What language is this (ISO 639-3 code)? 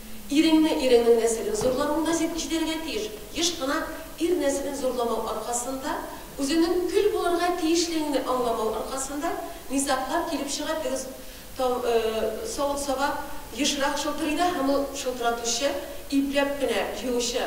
tat